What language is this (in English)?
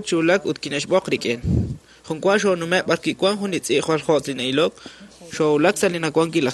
Kekchí